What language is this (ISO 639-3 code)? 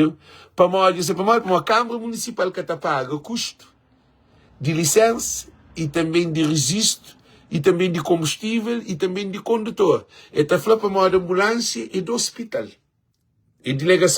kea